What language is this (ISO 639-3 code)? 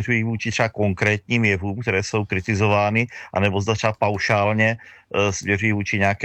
ces